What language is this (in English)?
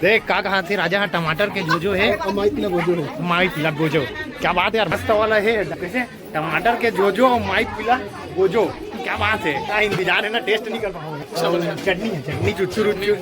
Chhattisgarhi